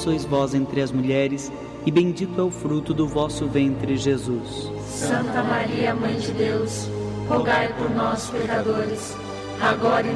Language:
Portuguese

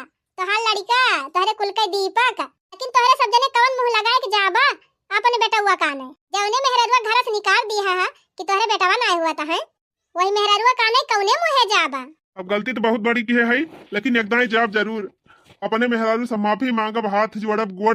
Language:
Awadhi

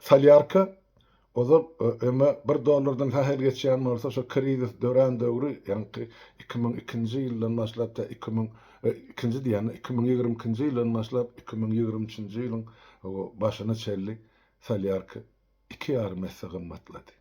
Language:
Turkmen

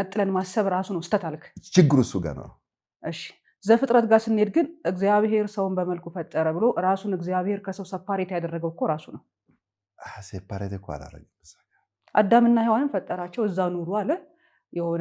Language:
Amharic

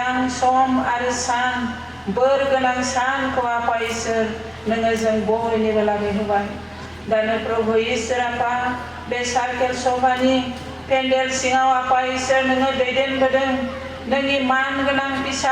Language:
Bodo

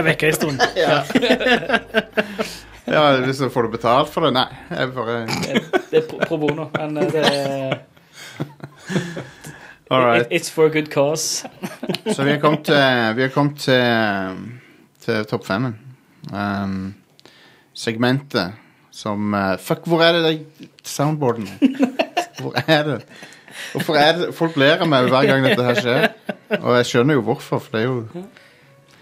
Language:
Norwegian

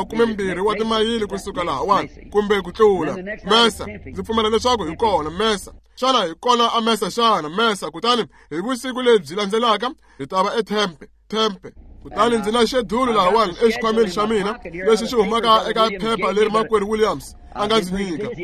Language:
Tsonga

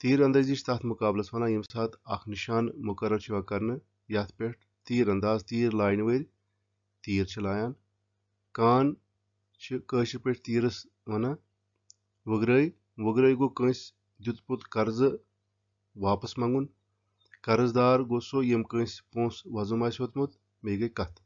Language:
Kashmiri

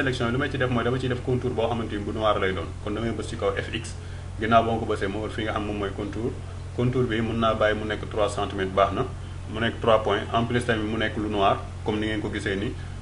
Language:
Wolof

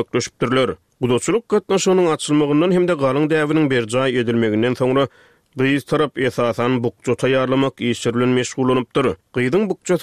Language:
Turkmen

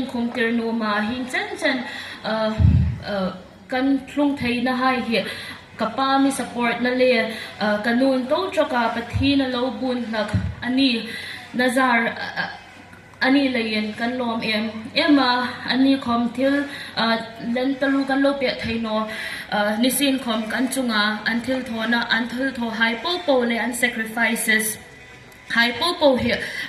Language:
Hmar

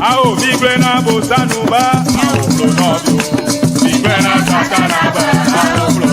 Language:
Ewe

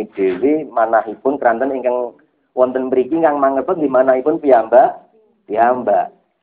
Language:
Javanese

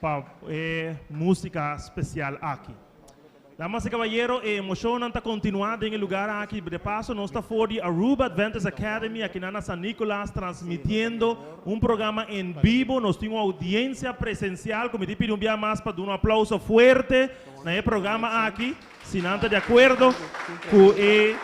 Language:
Papiamento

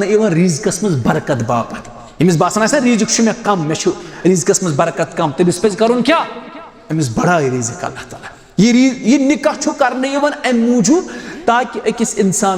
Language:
Kashmiri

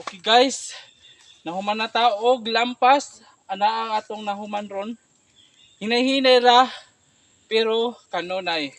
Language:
Cebuano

